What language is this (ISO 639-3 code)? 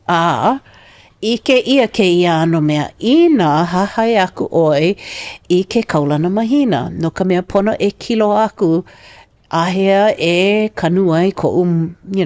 haw